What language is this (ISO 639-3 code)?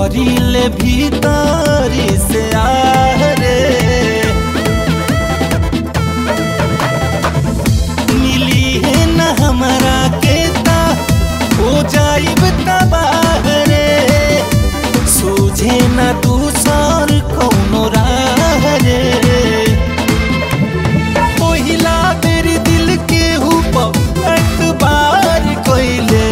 bho